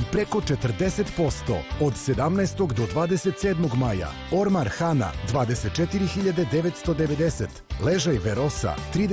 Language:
Serbian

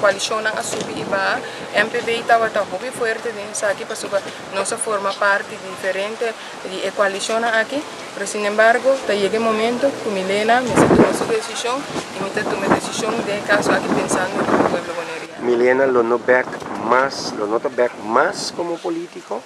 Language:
Papiamento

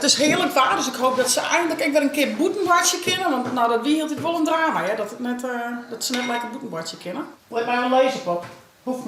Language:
Western Frisian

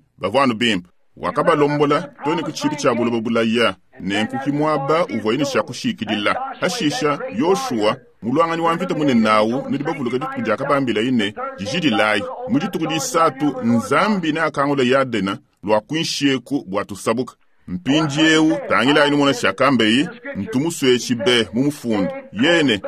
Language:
Luba-Lulua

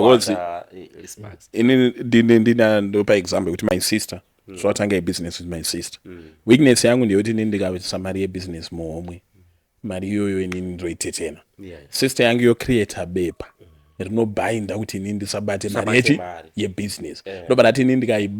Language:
Shona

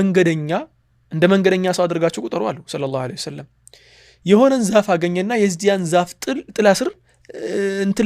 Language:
Amharic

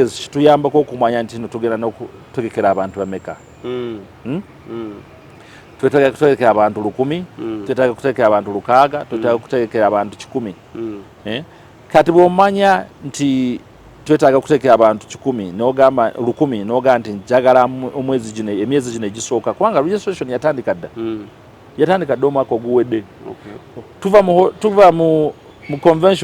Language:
Ganda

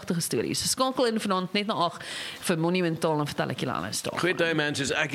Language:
Afrikaans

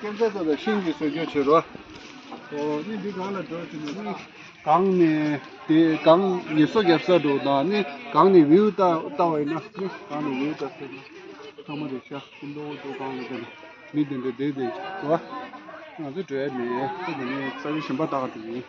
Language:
Tibetan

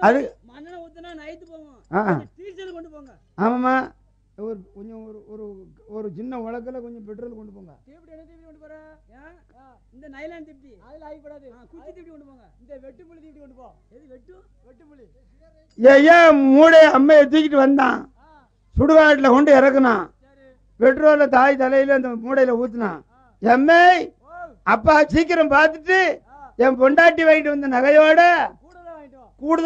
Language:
Tamil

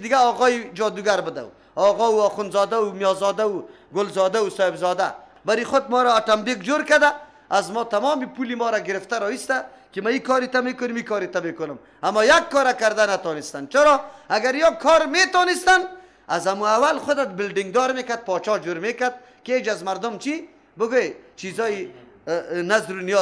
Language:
Persian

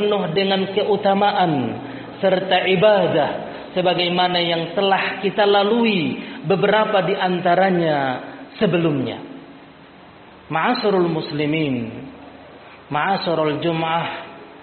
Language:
Indonesian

